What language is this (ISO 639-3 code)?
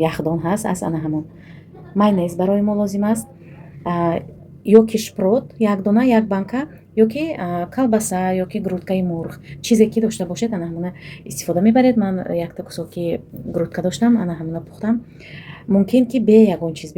tgk